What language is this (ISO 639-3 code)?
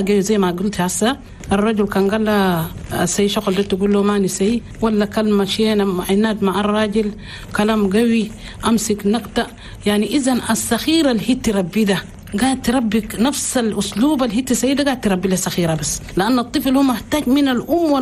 shu